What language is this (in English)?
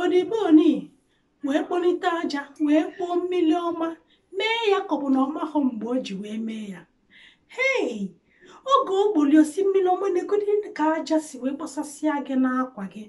Igbo